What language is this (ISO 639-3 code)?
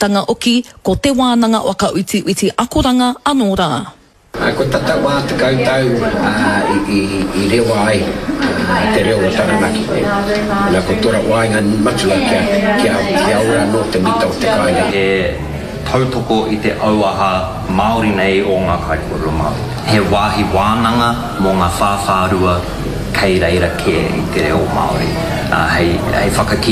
mri